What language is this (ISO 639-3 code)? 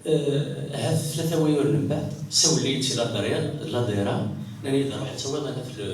kab